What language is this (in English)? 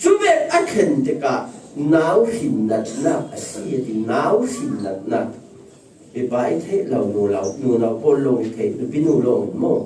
Falam Chin